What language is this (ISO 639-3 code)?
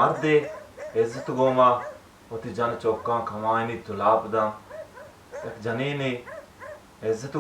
bal